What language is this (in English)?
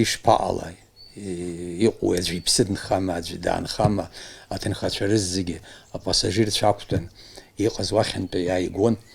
Abkhazian